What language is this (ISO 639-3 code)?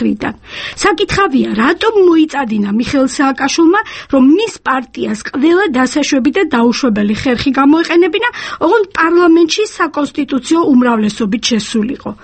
kat